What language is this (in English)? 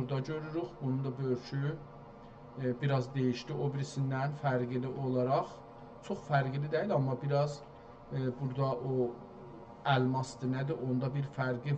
South Azerbaijani